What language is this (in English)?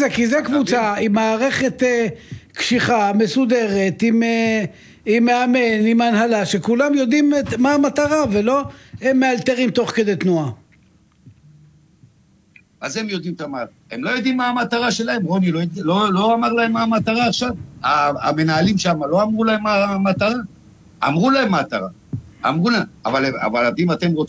Hebrew